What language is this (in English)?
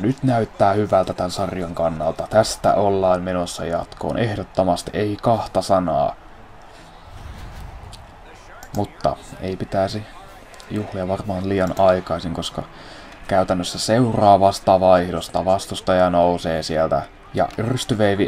Finnish